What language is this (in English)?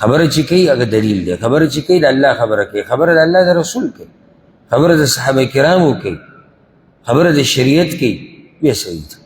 Pashto